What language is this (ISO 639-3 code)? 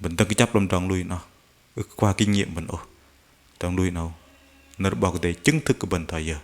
bdq